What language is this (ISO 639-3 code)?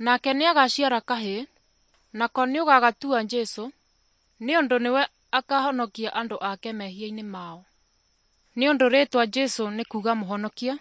kik